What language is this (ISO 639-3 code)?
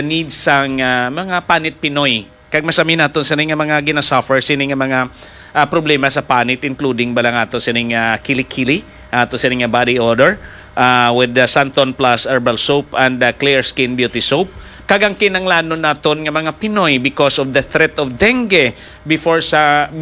hil